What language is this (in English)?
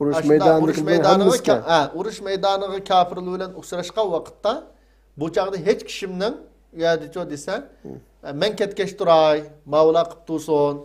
Uyghur